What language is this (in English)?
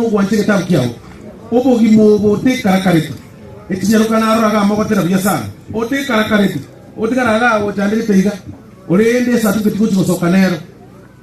Gusii